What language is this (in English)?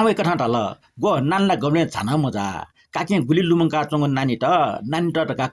Newari